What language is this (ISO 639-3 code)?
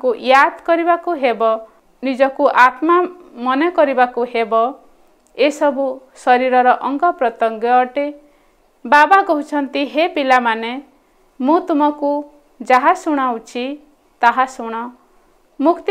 ori